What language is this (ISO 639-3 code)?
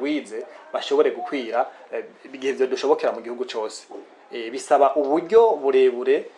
run